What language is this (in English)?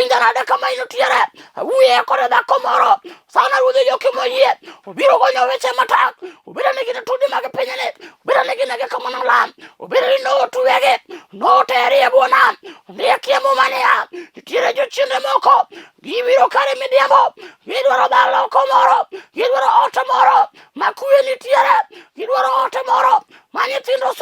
Luo (Kenya and Tanzania)